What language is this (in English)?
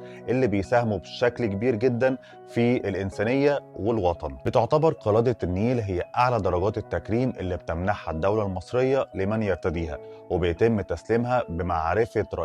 Egyptian Arabic